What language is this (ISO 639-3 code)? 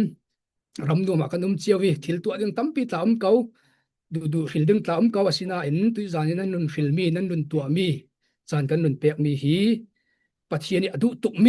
cfm